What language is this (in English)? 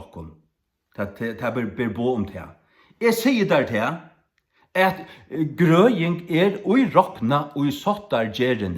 Faroese